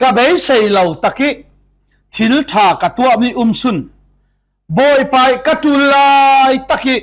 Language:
Falam Chin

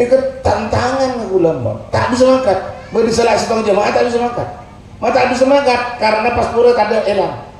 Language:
Madurese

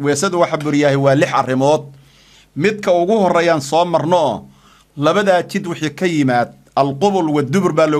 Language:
Somali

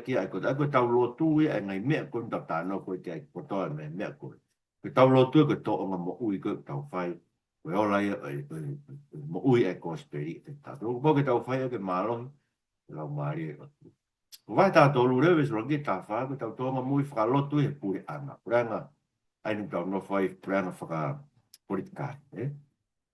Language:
Tongan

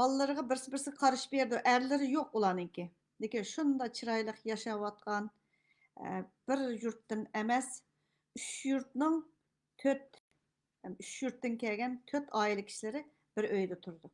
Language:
Uyghur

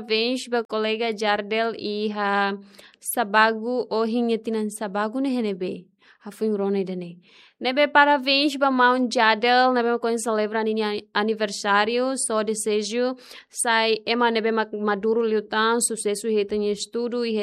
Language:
Tetum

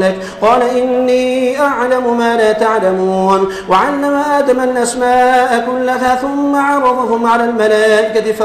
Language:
Arabic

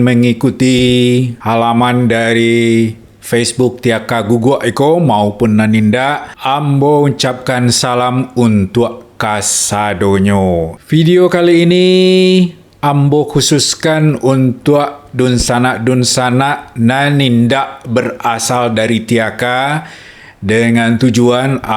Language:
Minangkabau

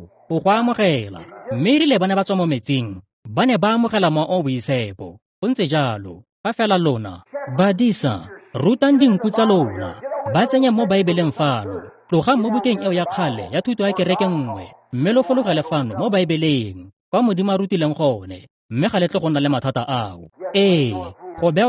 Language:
Tswana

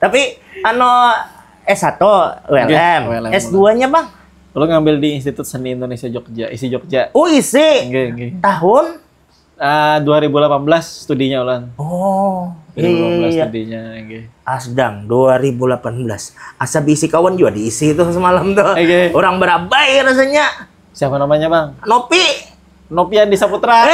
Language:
Banjar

